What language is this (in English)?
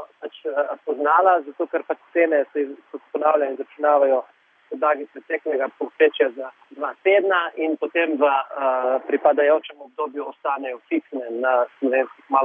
Slovenian